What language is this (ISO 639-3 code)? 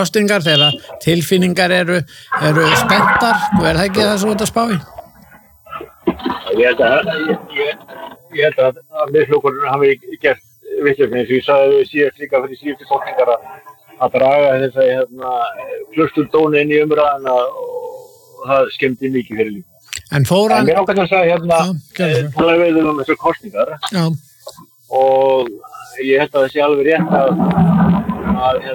isl